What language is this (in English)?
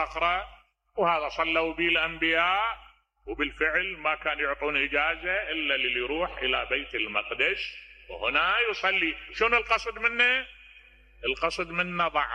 Mesopotamian Arabic